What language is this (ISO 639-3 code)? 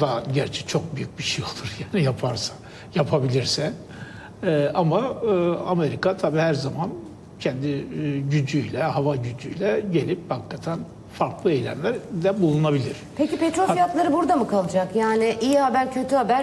tur